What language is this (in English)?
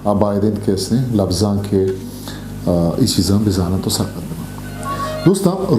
Eastern Balochi